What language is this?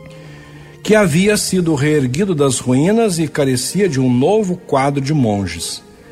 Portuguese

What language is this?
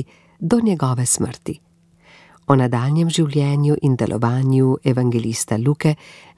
Slovenian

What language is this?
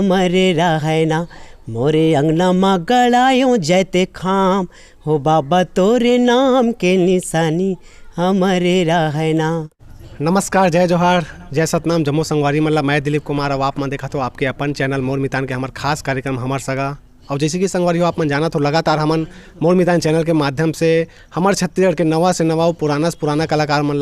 Chhattisgarhi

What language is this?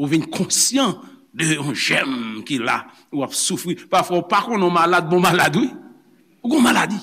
Haitian Creole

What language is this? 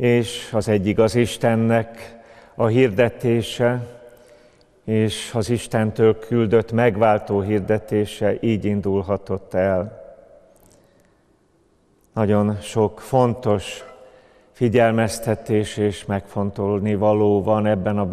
Hungarian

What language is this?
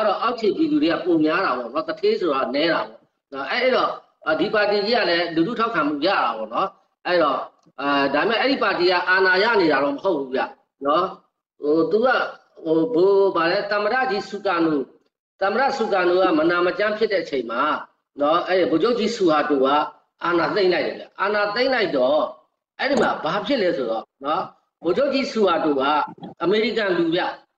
Burmese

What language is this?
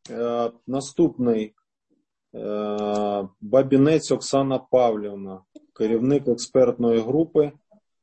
Ukrainian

